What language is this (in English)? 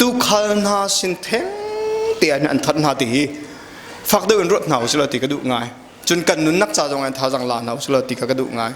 Hakha Chin